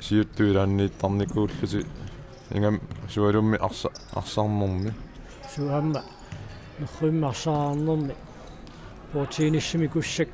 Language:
Kalaallisut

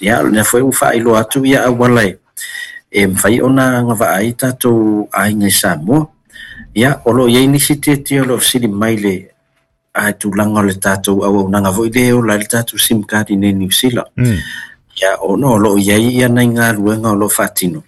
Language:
Samoan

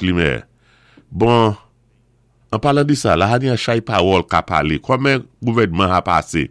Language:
Saint Lucian Creole French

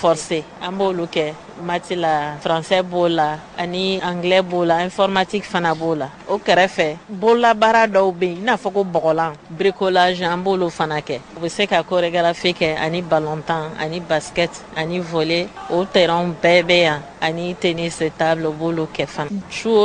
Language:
Bambara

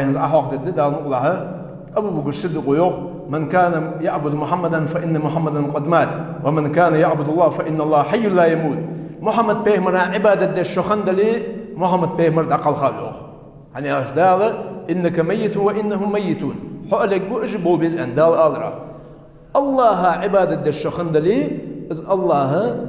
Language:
Ingush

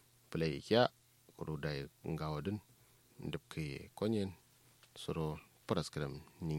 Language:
Kanuri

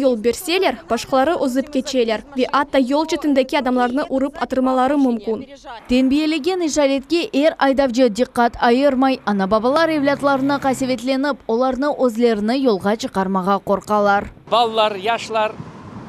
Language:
Crimean Tatar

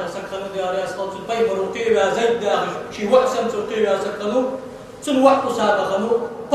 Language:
Ingush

